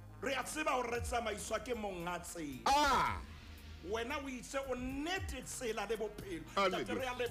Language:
Southern Sotho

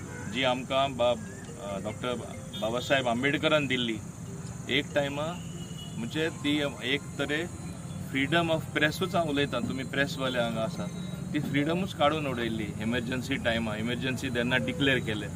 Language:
Konkani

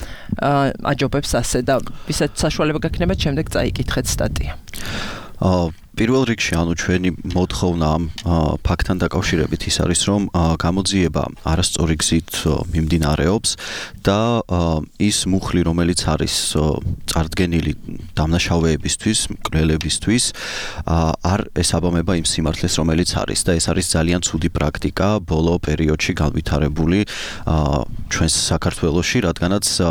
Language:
Georgian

